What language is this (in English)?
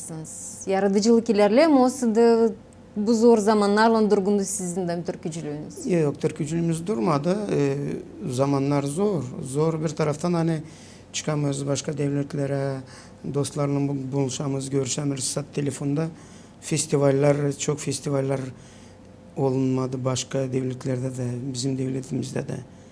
Gagauz